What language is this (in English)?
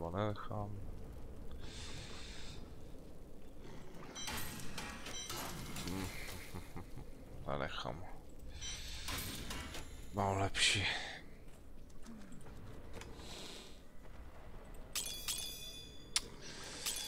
Czech